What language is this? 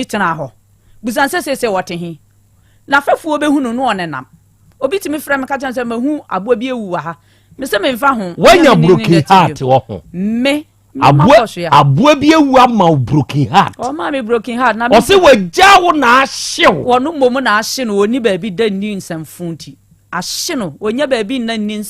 Akan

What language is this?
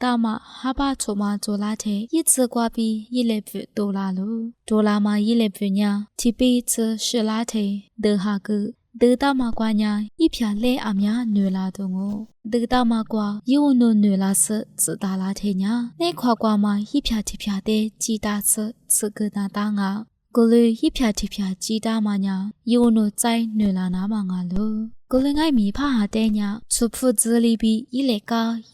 Lisu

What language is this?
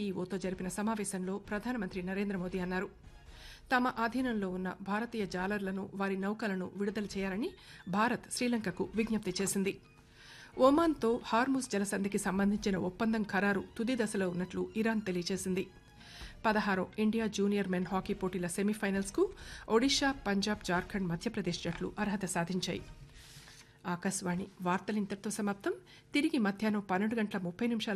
Telugu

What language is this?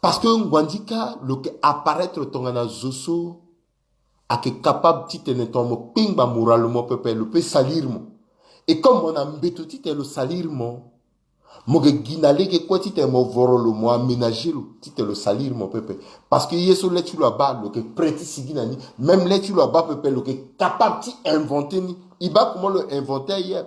Sango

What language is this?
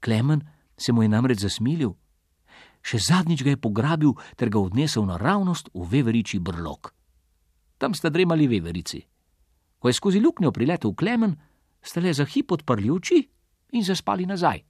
Slovenian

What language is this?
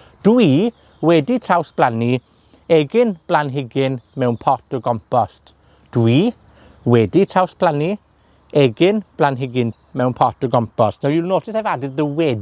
Welsh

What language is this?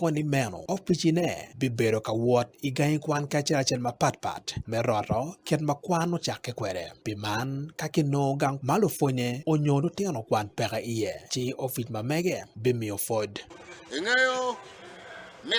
Acoli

